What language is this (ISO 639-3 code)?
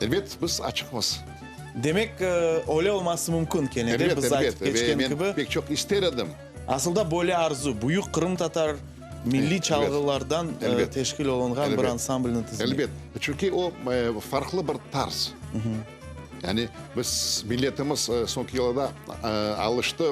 crh